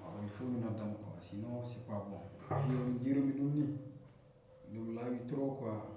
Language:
Fula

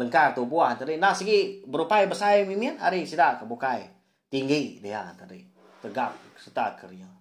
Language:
Iban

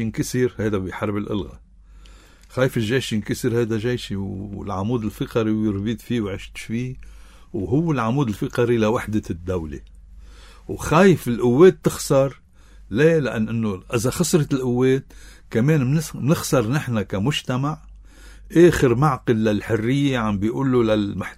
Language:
North Levantine Arabic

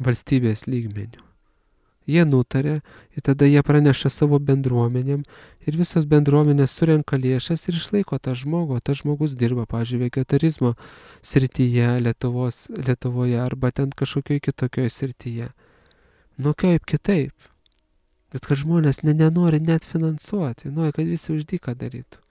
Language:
Lithuanian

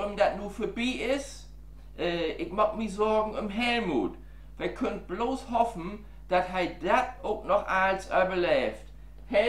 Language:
Low German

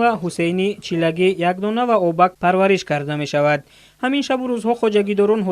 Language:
Tajik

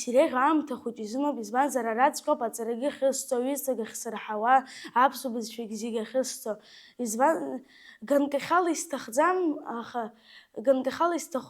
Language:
Abkhazian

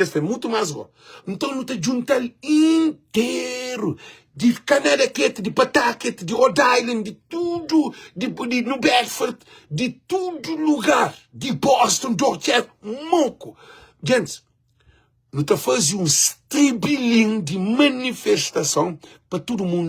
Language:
Kabuverdianu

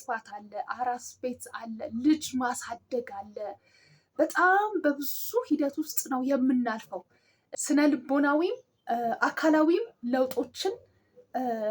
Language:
Amharic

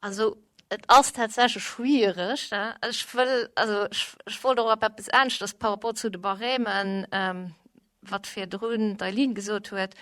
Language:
Luxembourgish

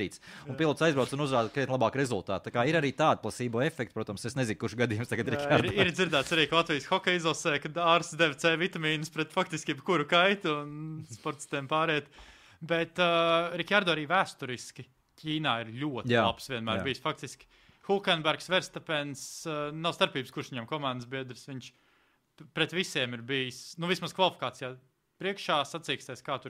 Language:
Latvian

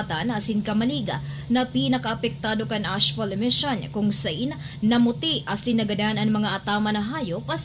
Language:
Bikol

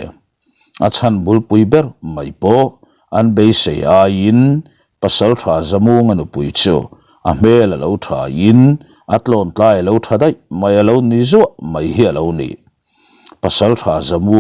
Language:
Mizo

